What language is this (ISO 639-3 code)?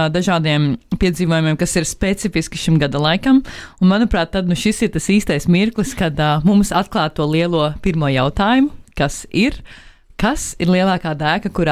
lav